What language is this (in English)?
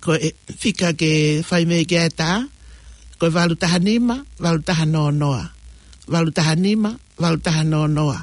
Tongan